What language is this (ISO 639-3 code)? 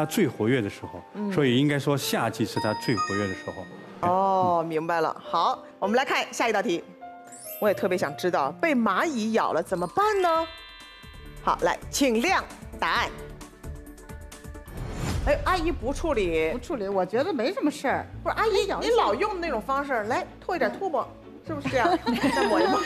zho